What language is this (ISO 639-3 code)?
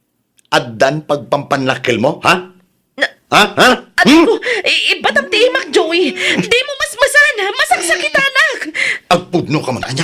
ilo